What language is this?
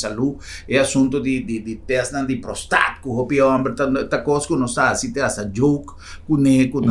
Papiamento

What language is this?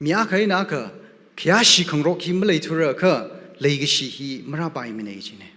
Tangkhul Naga (India)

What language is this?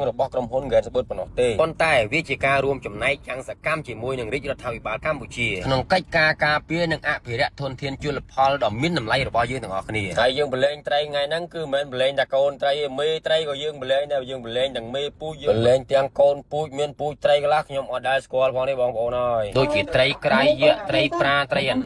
Khmer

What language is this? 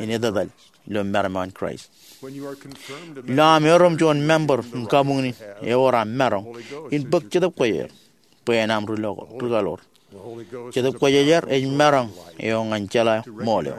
Marshallese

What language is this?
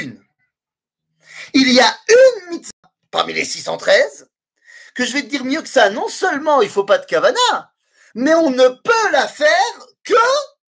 French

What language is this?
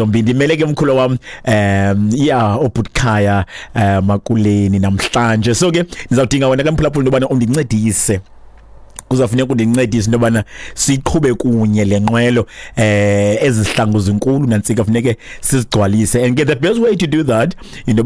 Xhosa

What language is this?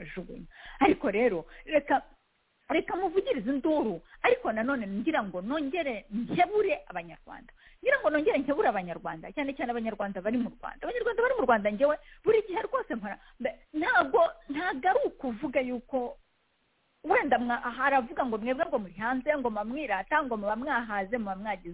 Kinyarwanda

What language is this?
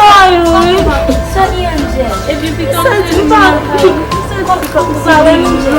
Haitian Creole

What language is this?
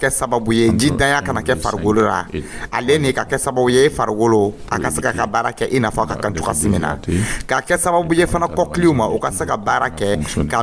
Dyula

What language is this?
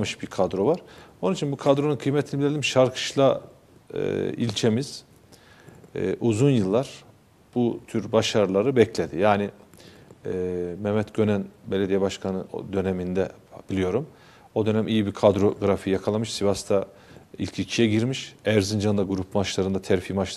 Turkish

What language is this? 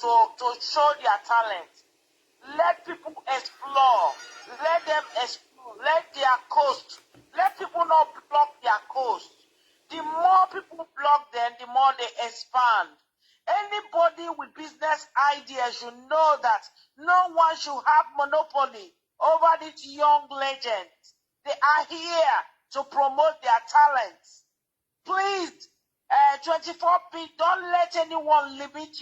Nigerian Pidgin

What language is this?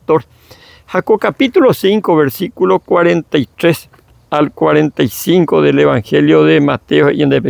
Guarani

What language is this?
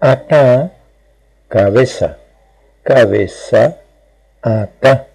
Guarani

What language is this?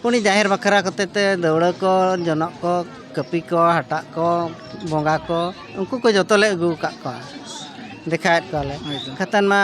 Santali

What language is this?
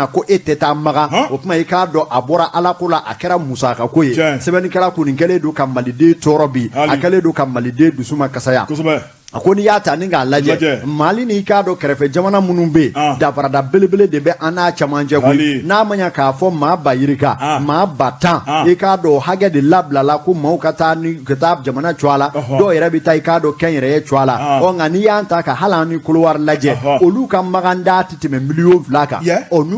Bambara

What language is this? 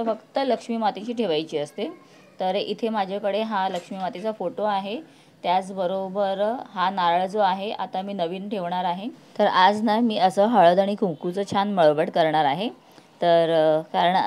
Marathi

